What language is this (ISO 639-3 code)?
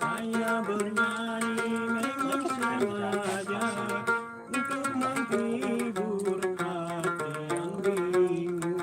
sas